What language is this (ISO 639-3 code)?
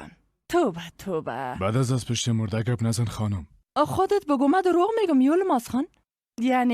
fas